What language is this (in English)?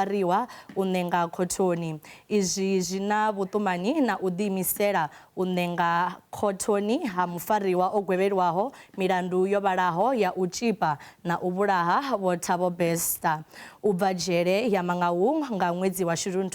Venda